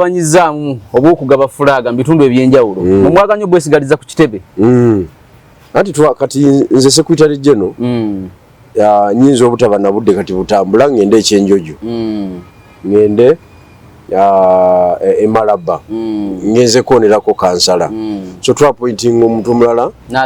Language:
Ganda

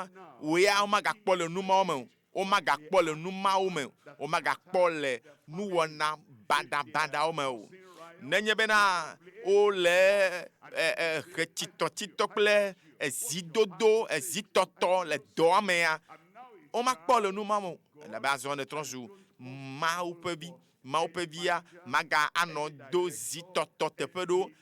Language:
Ewe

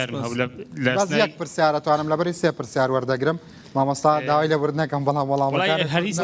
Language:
Central Kurdish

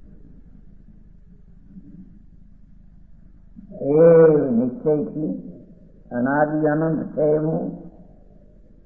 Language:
Gujarati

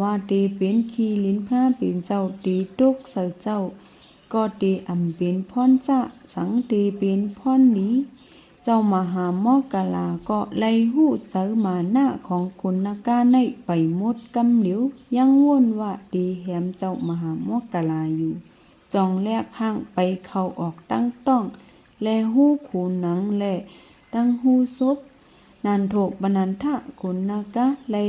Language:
Shan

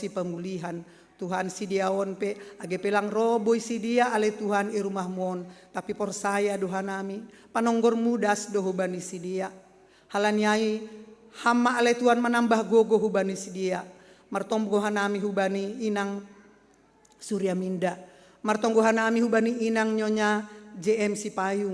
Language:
Batak Simalungun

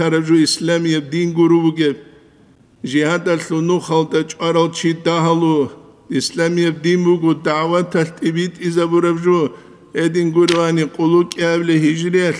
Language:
Avaric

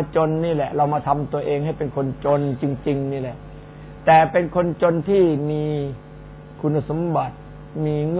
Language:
Thai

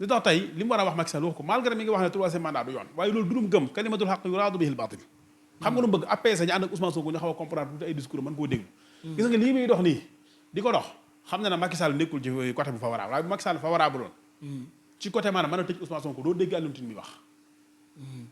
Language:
Wolof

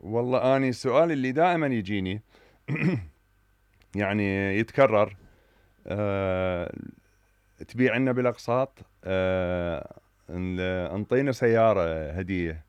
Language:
Mesopotamian Arabic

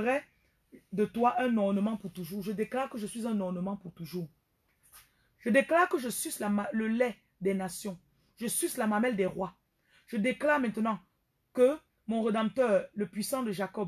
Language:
French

